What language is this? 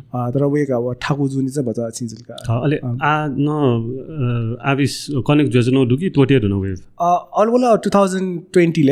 Newari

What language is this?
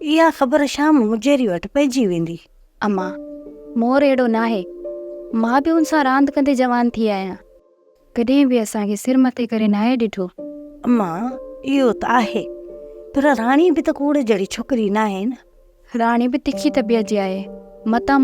Sindhi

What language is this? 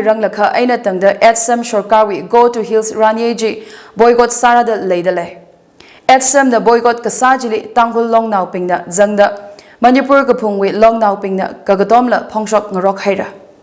Tangkhul Naga (India)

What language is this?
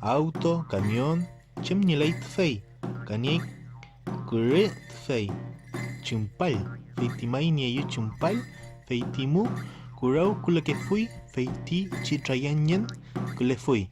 Mapuche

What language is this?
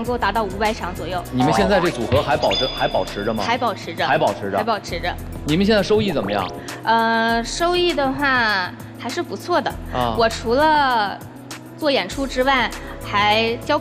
Chinese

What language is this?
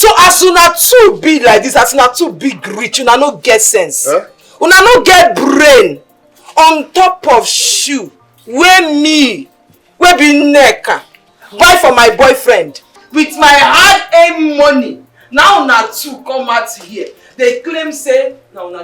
Nigerian Pidgin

